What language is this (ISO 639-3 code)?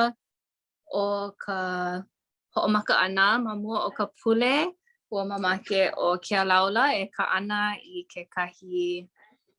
haw